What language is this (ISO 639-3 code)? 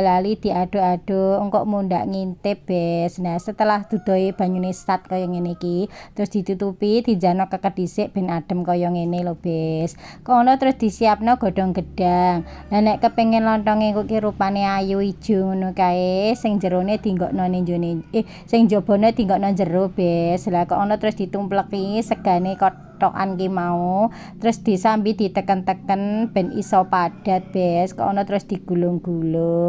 jav